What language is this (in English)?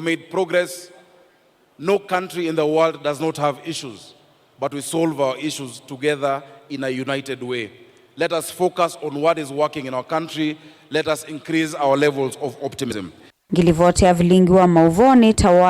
Kamba